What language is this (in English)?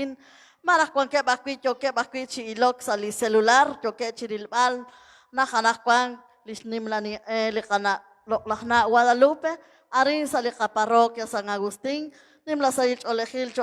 Kekchí